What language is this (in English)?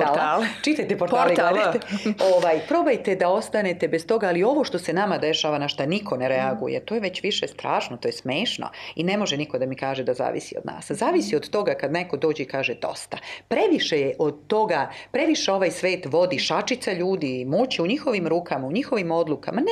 Serbian